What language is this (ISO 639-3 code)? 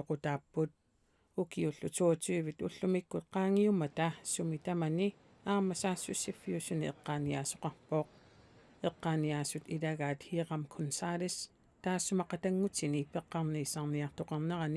kal